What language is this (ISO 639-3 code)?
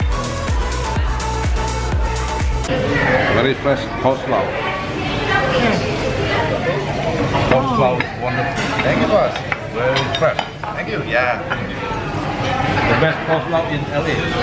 eng